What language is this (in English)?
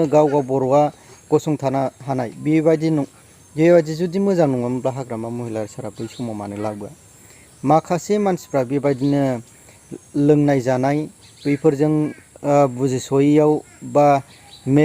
Bodo